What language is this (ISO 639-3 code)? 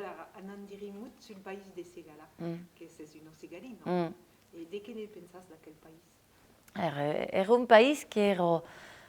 oci